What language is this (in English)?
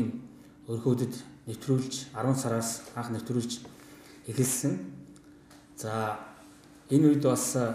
Mongolian